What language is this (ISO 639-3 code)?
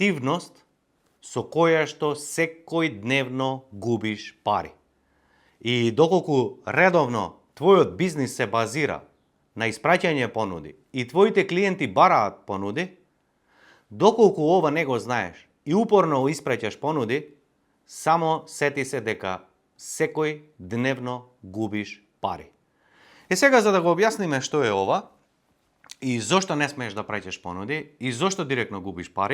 mkd